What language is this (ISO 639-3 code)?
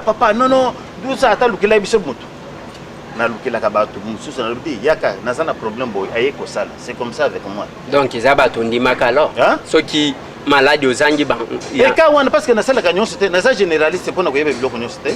lin